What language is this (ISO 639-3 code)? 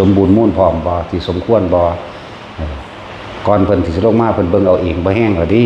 tts